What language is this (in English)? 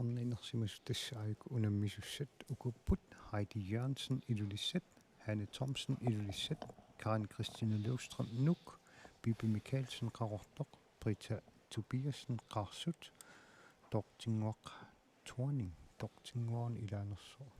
Kalaallisut